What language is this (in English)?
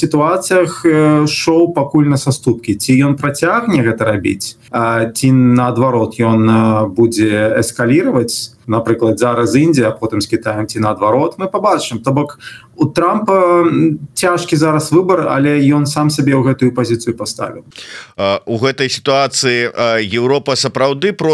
Belarusian